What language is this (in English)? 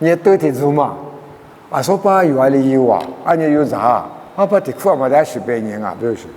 Lisu